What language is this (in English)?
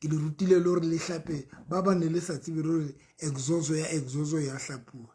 Southern Sotho